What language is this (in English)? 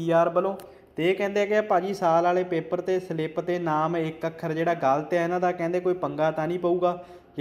Punjabi